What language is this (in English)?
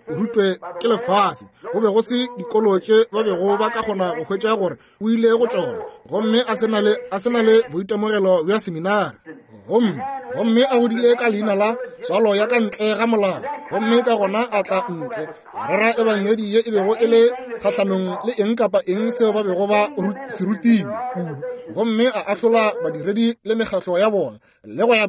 Northern Sotho